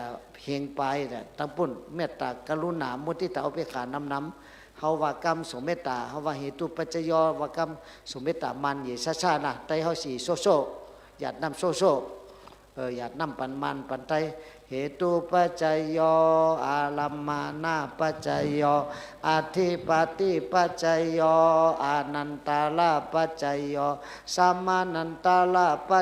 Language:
Shan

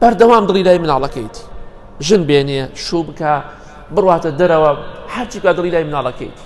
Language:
Central Kurdish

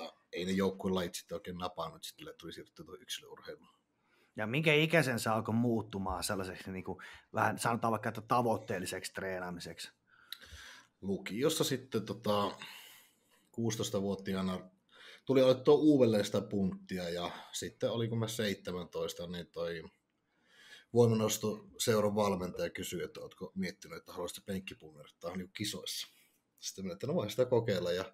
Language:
Finnish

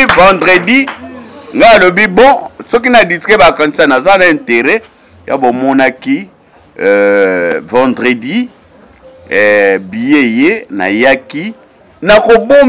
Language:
Lingala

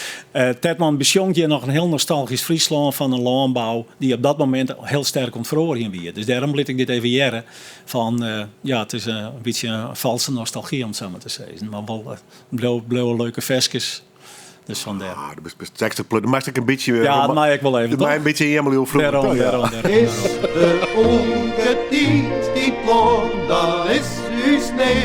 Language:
Western Frisian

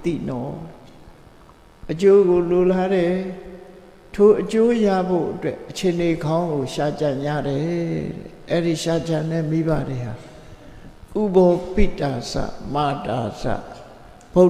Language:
Burmese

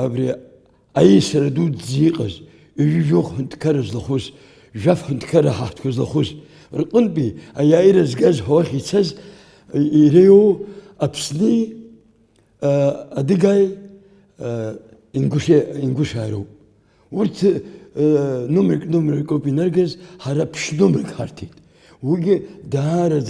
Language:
Abkhazian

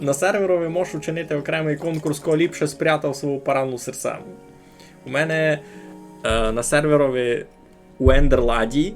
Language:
Rusyn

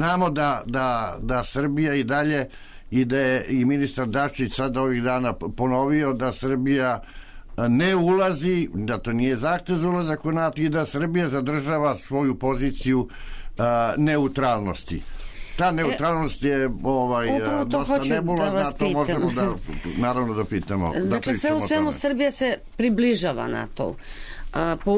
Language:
Serbian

